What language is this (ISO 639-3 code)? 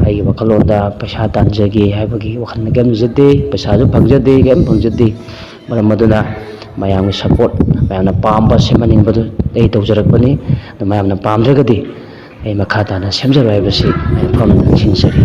mni